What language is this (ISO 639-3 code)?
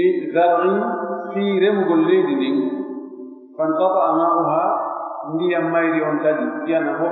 fuf